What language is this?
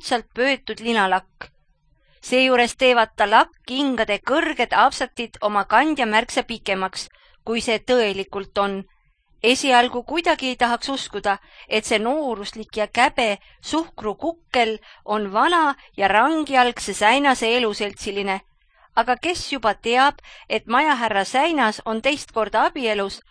Estonian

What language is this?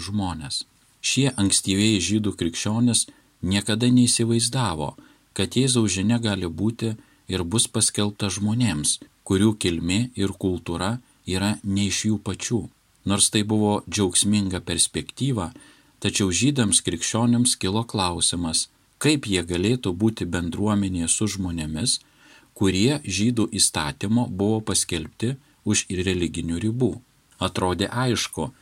Lithuanian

